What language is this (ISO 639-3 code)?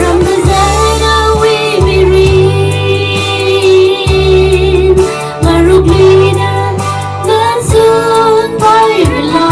nmf